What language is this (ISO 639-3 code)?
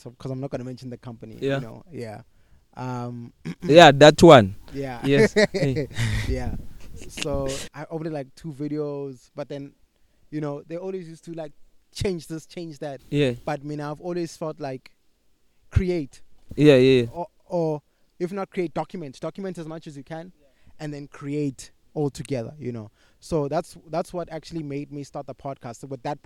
eng